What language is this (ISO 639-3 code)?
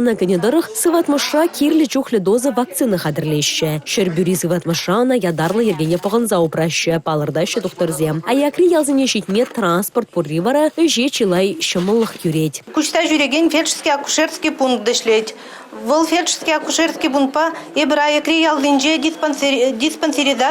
chv